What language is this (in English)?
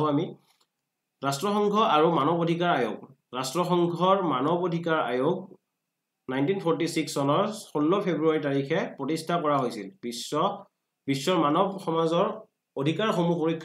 Assamese